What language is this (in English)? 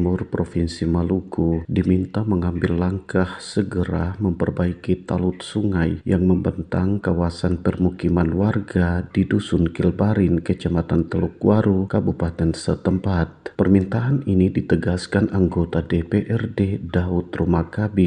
Indonesian